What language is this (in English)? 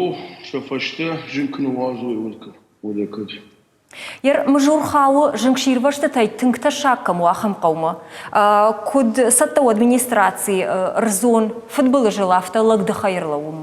Ossetic